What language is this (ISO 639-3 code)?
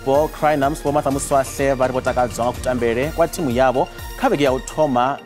ven